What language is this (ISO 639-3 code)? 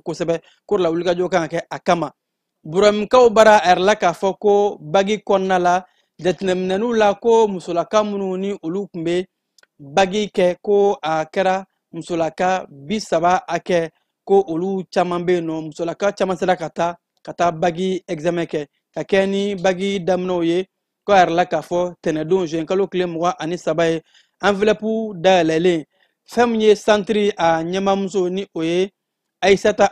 bam